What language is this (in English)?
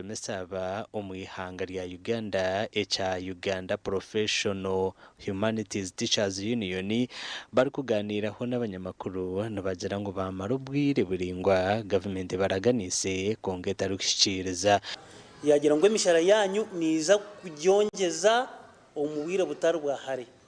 Nyankole